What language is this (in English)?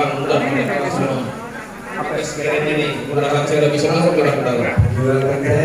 Betawi